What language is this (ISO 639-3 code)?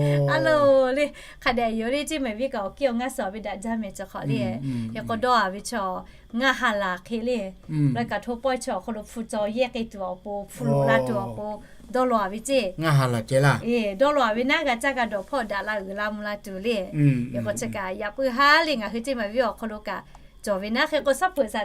lhu